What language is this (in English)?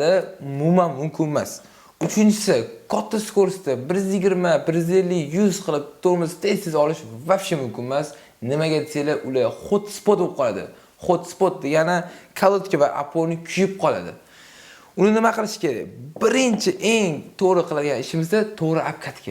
Uzbek